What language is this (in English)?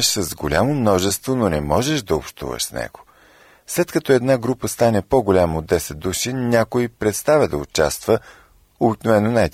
Bulgarian